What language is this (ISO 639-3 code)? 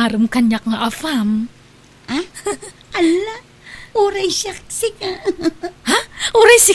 ilo